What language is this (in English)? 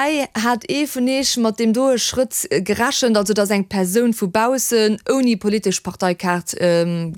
Luxembourgish